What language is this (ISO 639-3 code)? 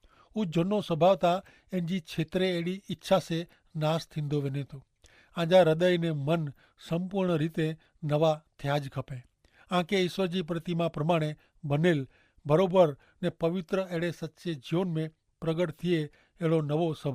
kfr